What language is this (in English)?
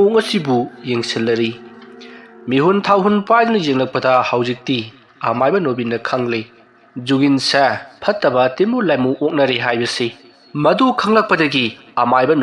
Manipuri